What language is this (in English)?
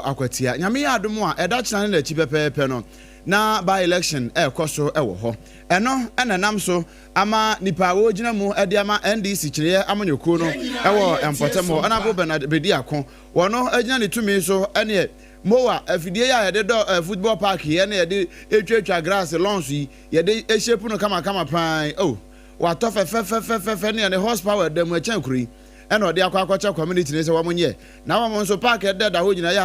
Akan